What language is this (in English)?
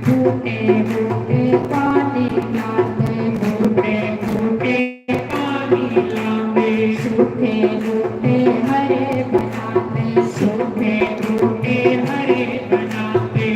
Dogri